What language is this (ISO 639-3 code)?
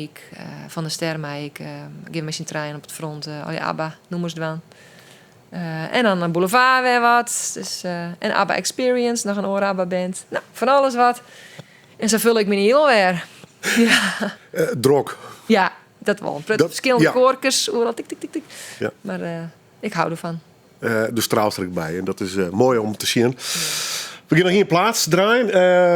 fry